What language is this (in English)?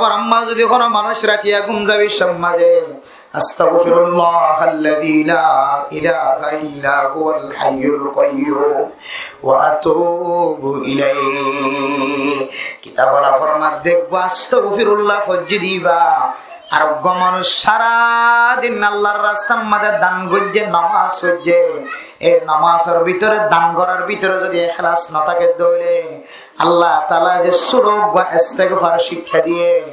Rohingya